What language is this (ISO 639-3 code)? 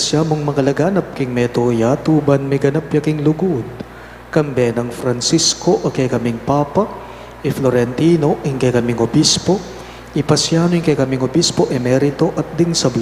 pam